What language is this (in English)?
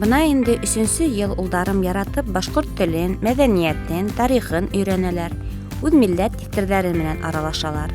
Bashkir